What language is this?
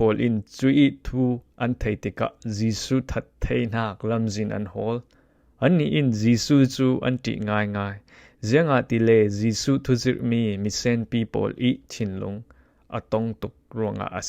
Falam Chin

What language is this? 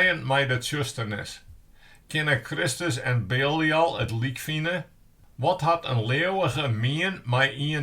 Western Frisian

